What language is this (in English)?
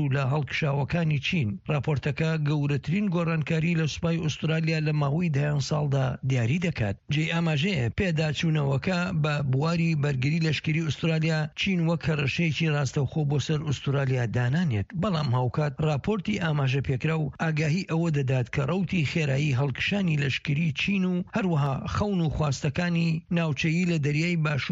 Central Kurdish